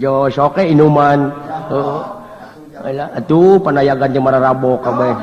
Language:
Sundanese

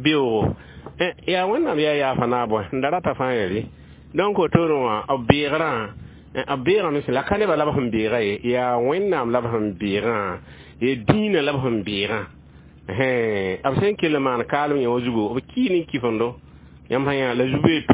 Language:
Mossi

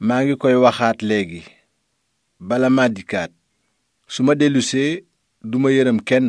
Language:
Wolof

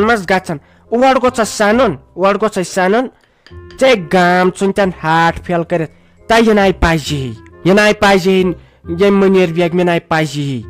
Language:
Kashmiri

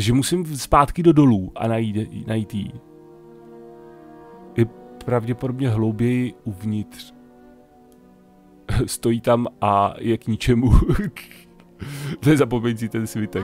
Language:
Czech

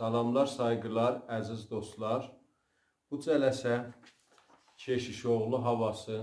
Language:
South Azerbaijani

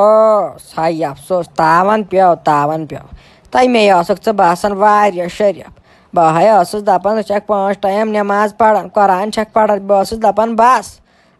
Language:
Kashmiri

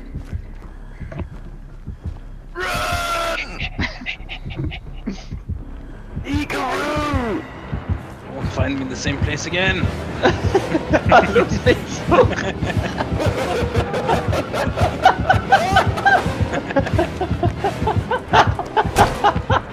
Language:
Norwegian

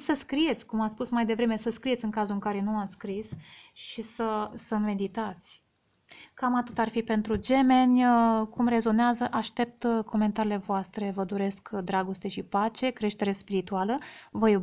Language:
Romanian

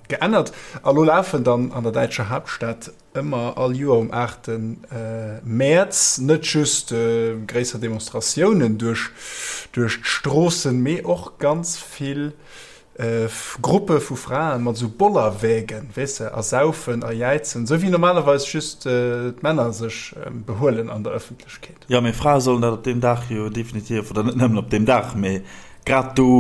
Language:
Luxembourgish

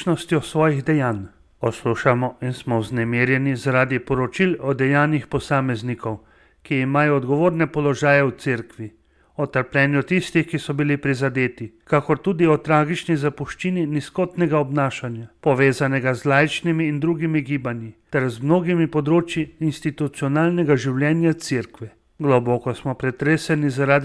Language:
Slovenian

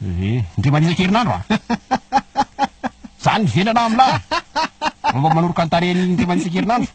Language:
Malagasy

